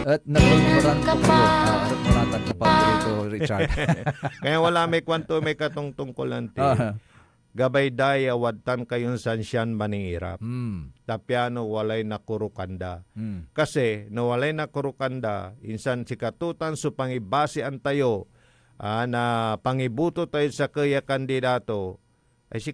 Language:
Pangasinan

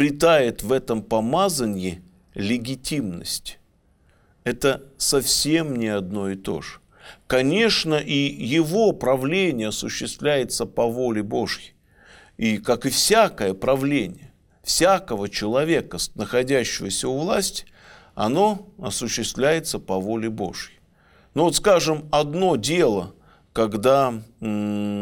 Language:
Russian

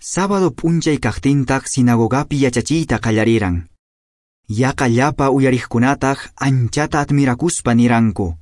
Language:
Quechua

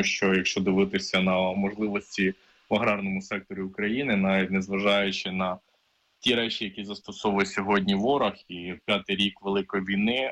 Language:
Ukrainian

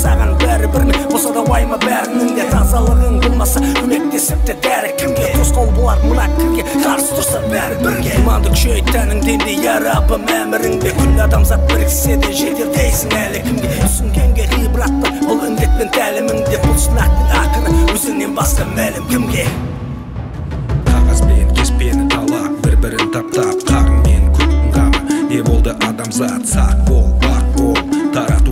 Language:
Kazakh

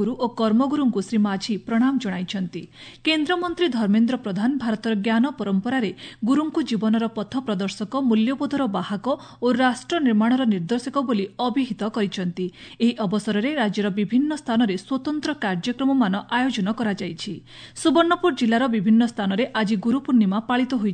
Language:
Odia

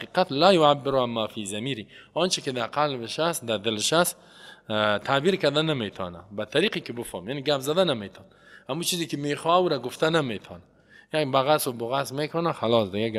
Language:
Persian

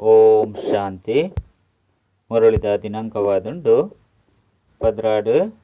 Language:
Tulu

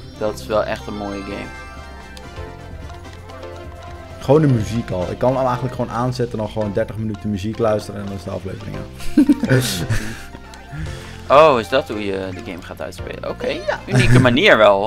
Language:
Dutch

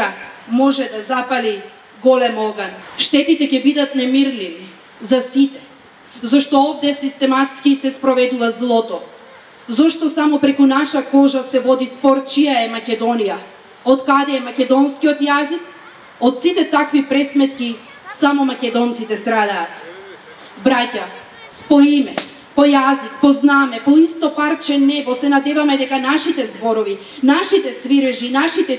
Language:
Macedonian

